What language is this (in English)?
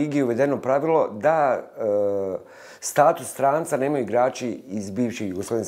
Bosnian